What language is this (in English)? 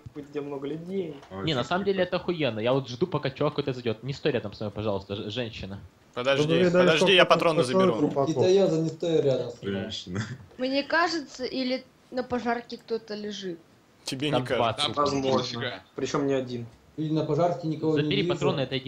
Russian